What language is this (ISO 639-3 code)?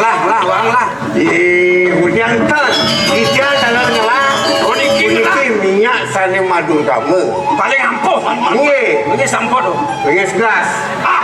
ban